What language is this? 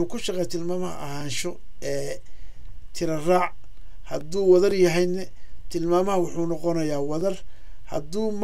Somali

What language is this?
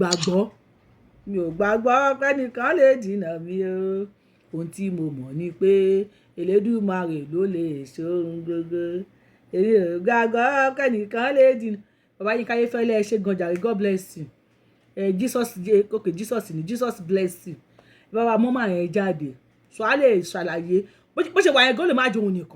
Yoruba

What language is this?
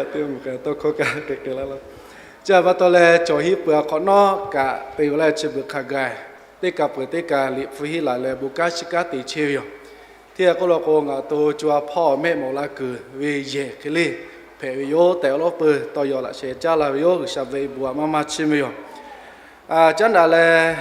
Lahu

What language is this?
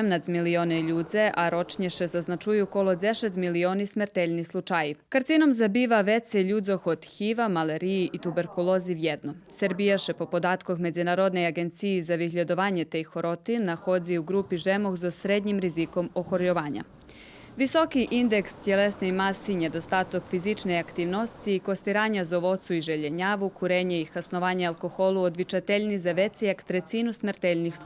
Rusyn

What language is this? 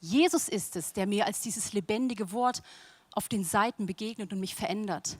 Swiss German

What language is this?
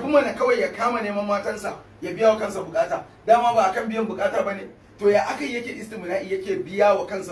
Hausa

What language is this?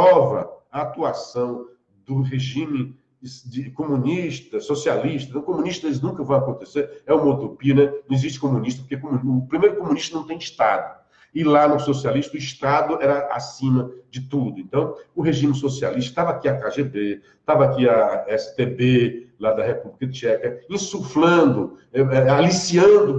Portuguese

